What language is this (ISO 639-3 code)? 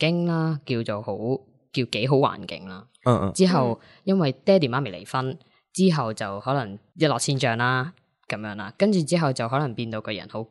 yue